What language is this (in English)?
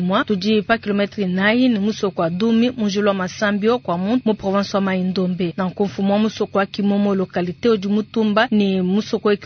Luba-Lulua